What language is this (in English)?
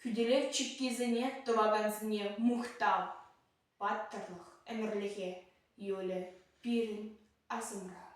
Chuvash